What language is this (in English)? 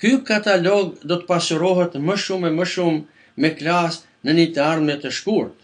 Albanian